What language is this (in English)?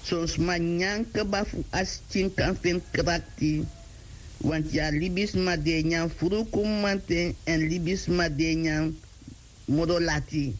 Sranan Tongo